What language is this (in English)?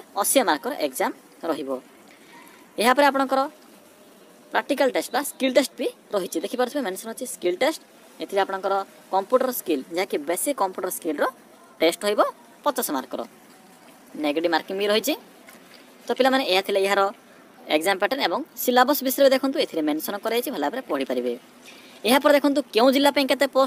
Odia